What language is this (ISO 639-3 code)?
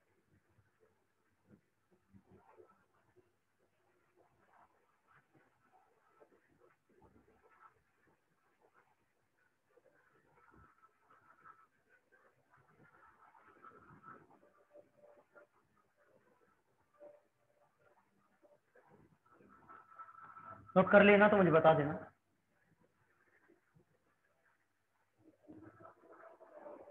hin